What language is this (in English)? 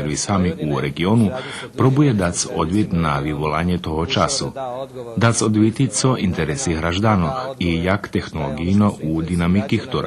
Rusyn